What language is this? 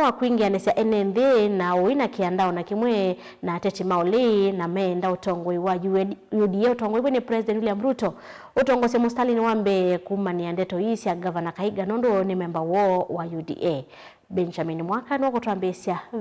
Kamba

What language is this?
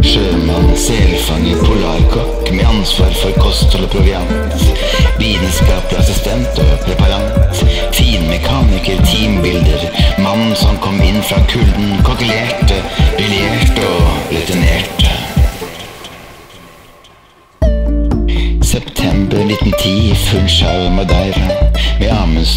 Norwegian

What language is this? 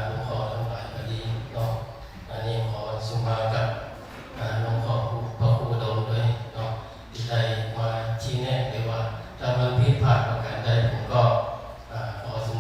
Pali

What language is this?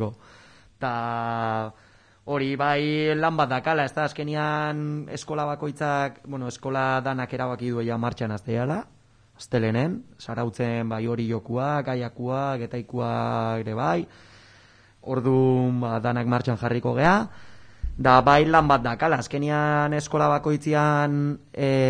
Basque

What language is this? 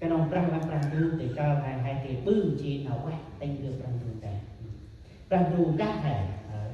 Central Mnong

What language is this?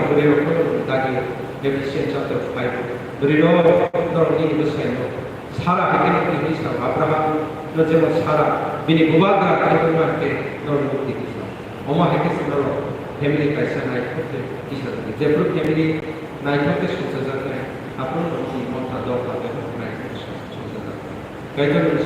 Kok Borok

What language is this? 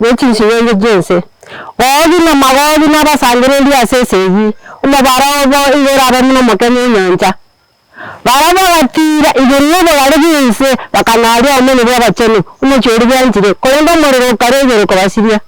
Gusii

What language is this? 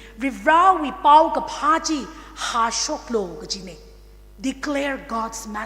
Tangkhul Naga (India)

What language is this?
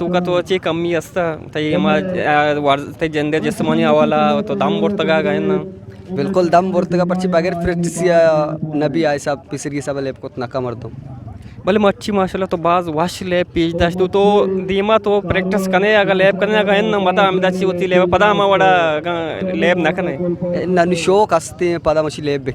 Eastern Balochi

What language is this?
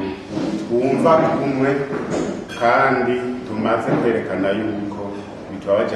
Rundi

